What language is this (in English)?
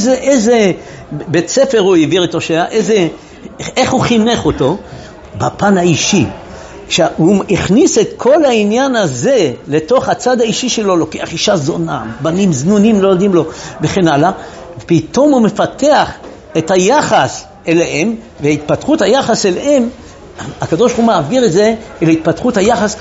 Hebrew